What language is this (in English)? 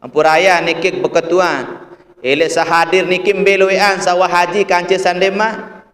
Sasak